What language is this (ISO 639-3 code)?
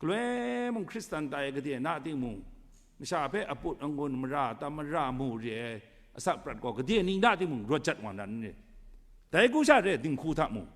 kac